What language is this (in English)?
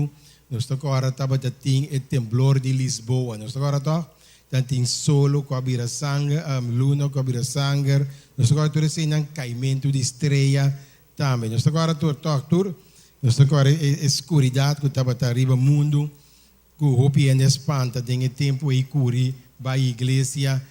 Papiamento